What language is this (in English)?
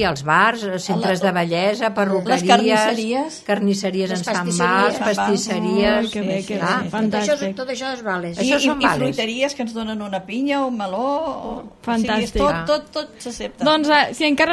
Catalan